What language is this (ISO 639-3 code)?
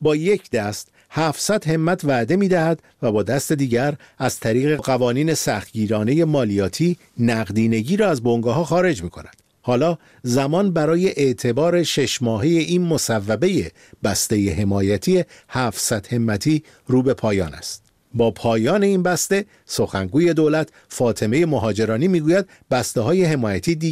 fas